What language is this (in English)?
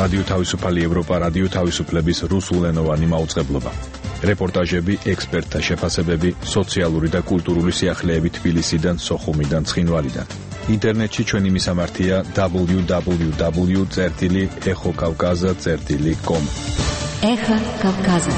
Georgian